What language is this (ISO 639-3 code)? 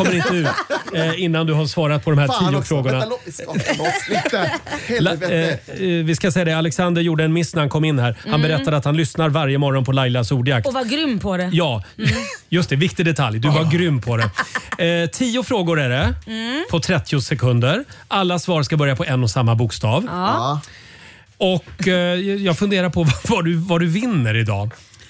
swe